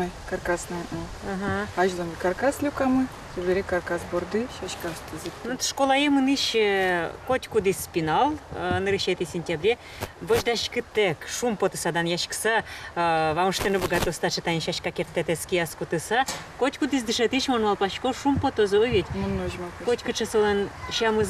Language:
Udmurt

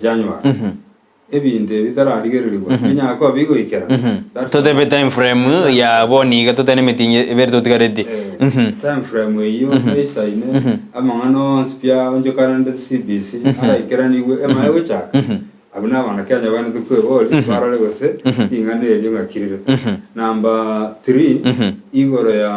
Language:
Gusii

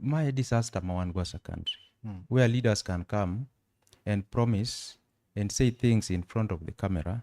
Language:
Luo (Kenya and Tanzania)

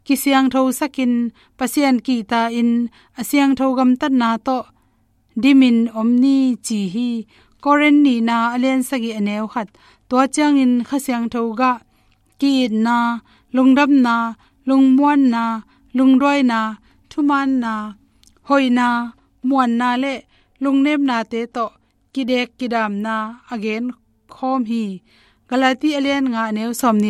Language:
Tedim Chin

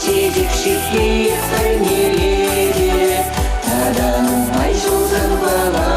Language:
Chuvash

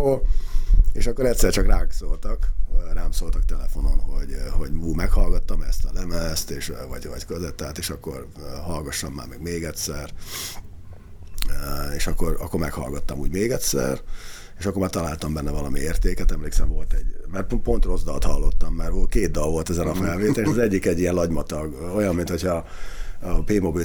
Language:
Hungarian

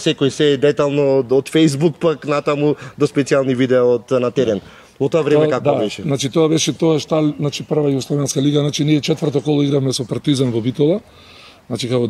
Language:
Macedonian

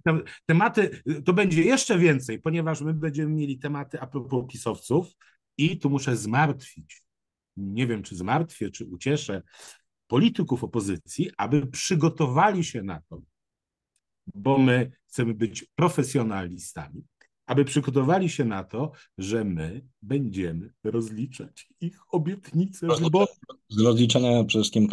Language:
Polish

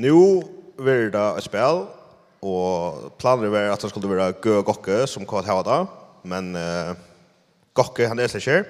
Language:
Faroese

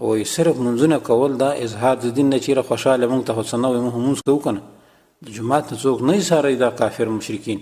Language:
Pashto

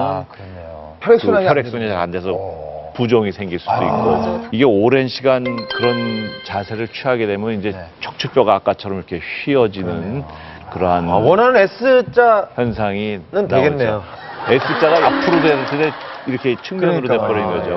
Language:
Korean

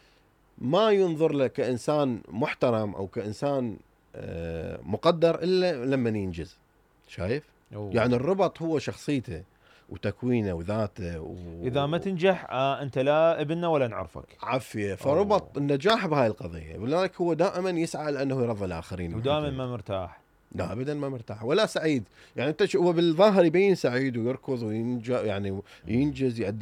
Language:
Mesopotamian Arabic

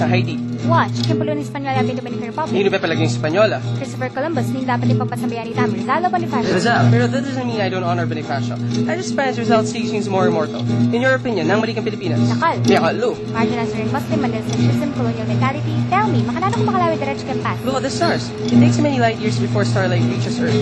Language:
Pampanga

